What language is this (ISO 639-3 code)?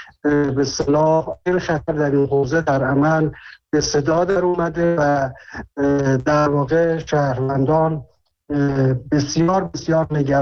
fas